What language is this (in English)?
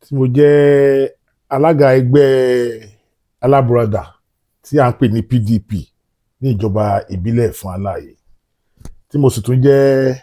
Yoruba